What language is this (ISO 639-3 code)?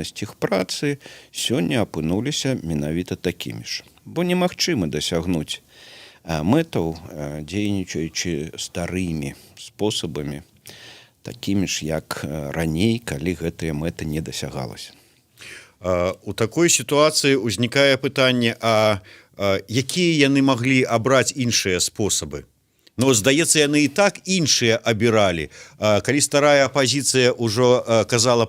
bel